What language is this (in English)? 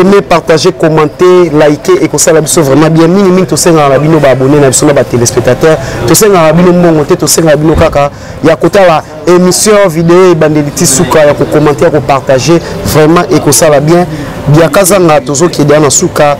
Lingala